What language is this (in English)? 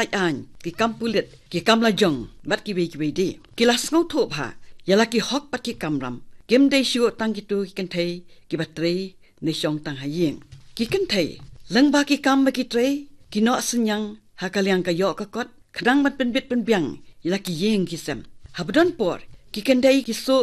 Khasi